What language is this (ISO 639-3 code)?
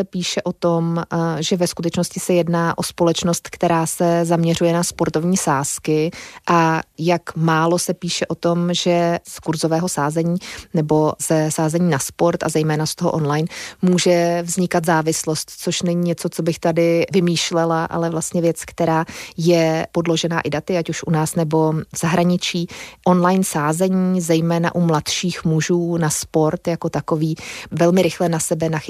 ces